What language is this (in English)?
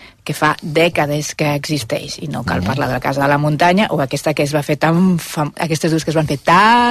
Catalan